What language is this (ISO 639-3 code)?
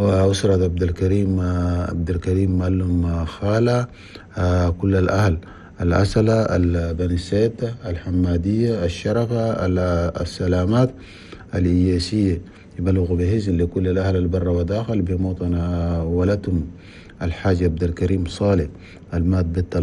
shu